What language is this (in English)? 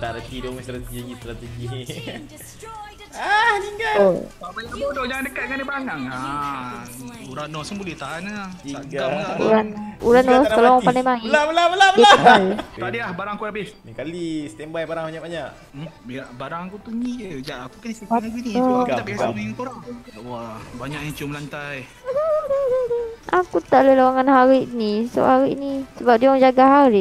Malay